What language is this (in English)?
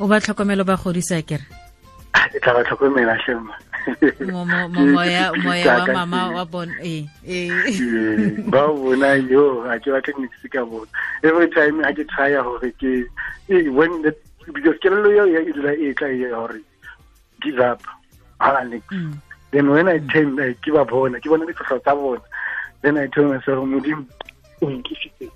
Tswana